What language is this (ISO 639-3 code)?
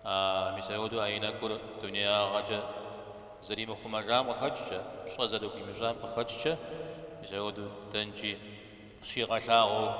kbd